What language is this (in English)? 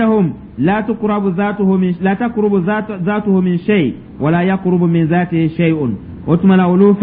Dyula